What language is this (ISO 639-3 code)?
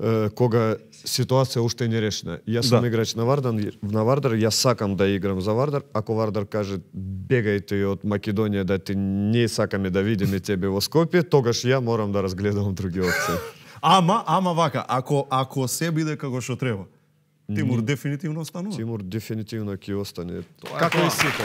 mkd